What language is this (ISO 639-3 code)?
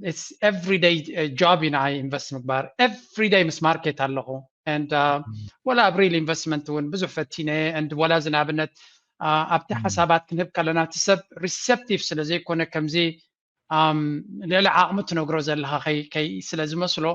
tir